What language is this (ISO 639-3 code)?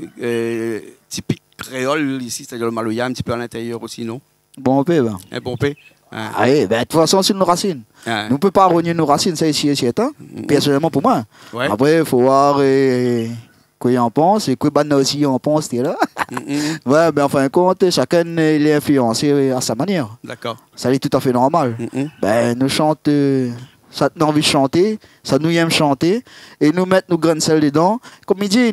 rcf